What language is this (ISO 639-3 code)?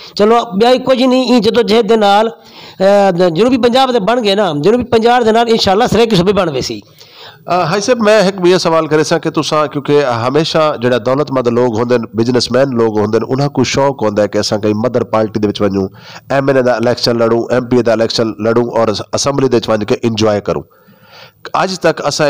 skr